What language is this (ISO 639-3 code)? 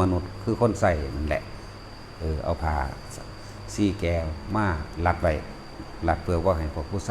tts